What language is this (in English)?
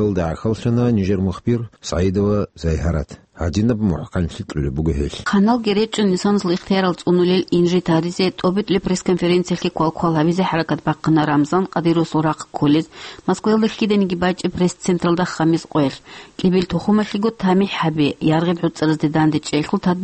Avaric